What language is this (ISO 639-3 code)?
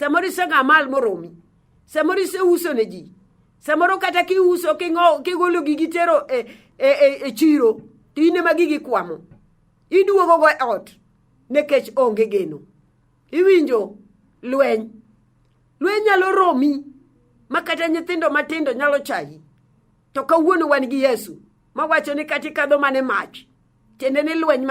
luo